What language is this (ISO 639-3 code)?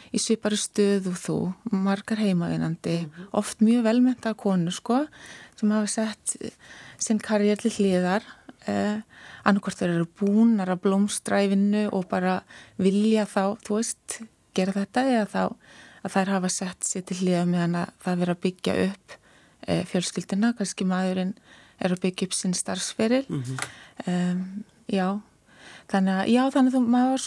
isl